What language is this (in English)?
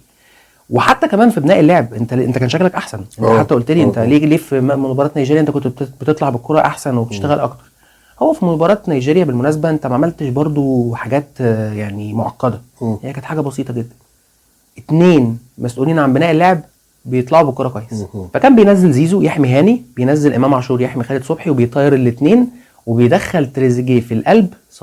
Egyptian Arabic